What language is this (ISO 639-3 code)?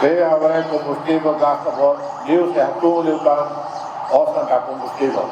tet